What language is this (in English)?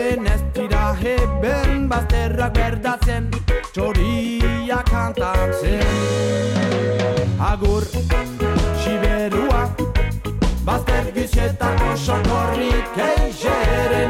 Basque